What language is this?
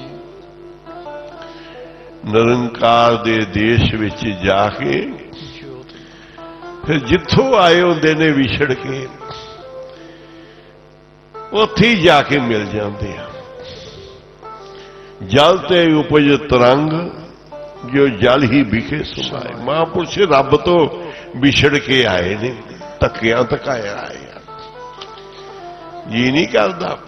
Punjabi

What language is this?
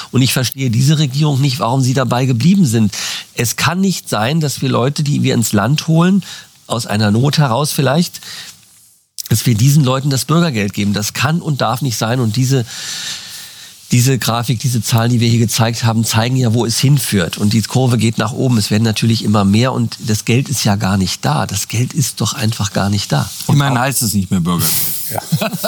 German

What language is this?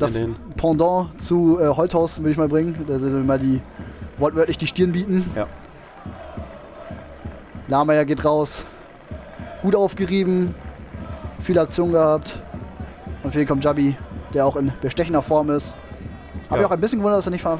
German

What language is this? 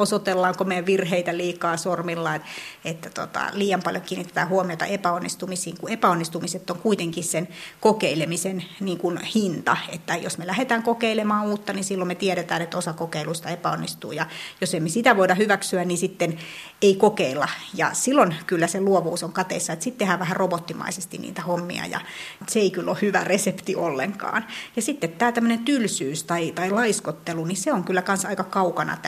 Finnish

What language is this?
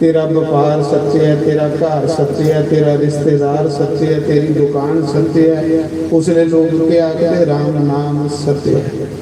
Dogri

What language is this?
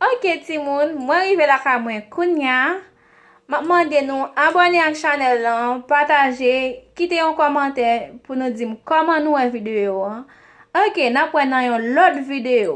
Haitian Creole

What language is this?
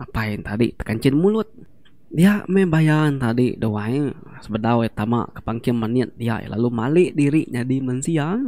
Iban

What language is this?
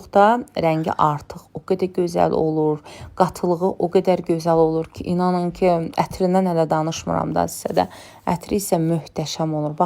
Azerbaijani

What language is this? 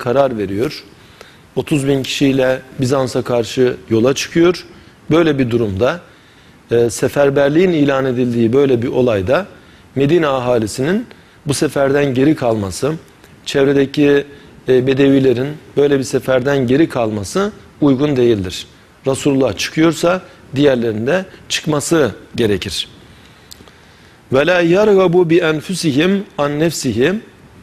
Turkish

